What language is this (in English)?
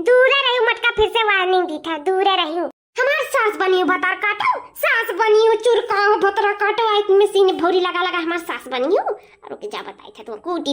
Awadhi